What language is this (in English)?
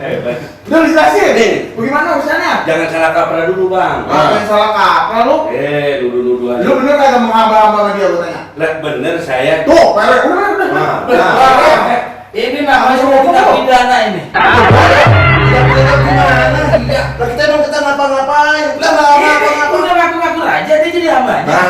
Betawi